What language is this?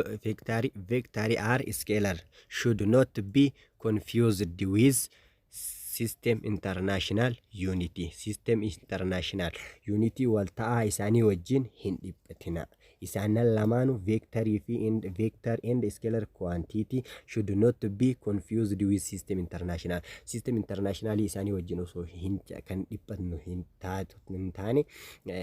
Oromo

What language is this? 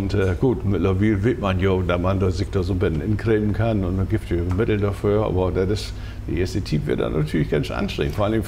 Low German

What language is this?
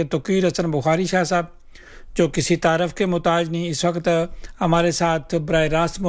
Urdu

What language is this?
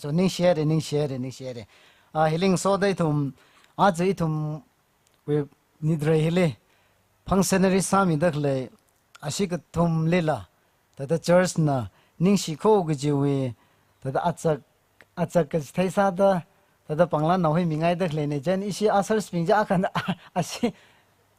Tangkhul Naga (India)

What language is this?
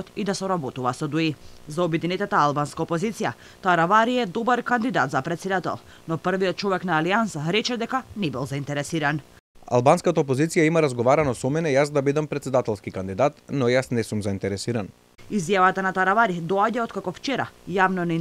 Macedonian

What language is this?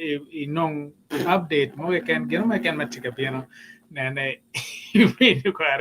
Acoli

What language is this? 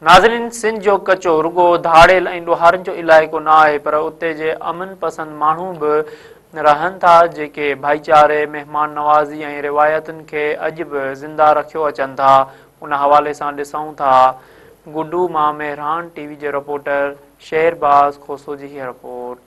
Sindhi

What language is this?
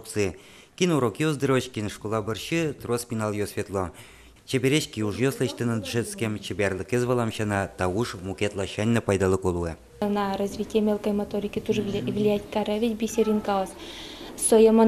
Udmurt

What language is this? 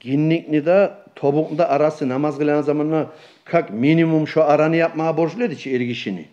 Kumyk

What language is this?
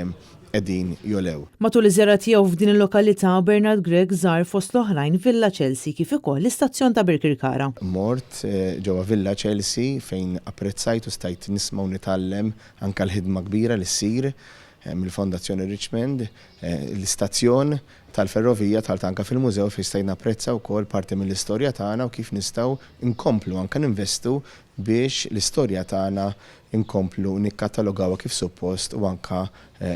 Maltese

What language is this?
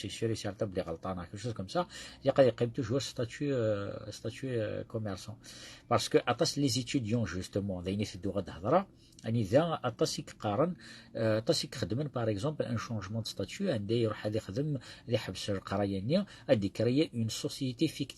Kabyle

